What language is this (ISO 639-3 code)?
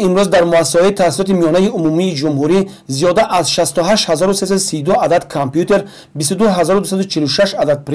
tgk